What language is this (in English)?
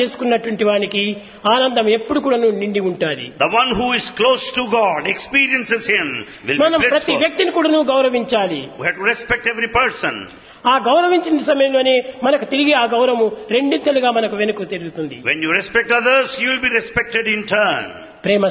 Telugu